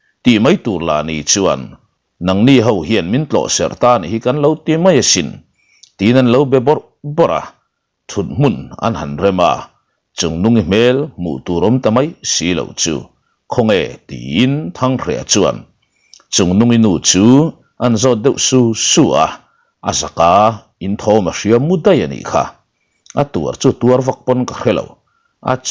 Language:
Mizo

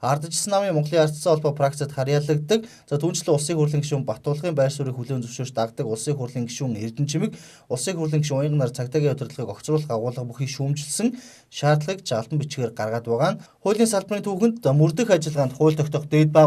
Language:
Mongolian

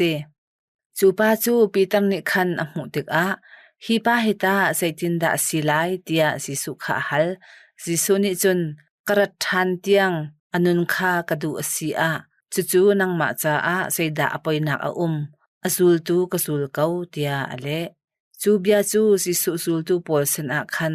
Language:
Hakha Chin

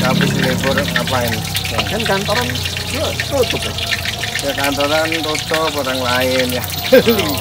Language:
Betawi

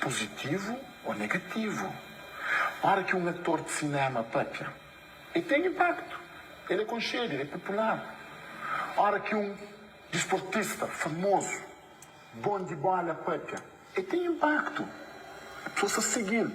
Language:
Kabuverdianu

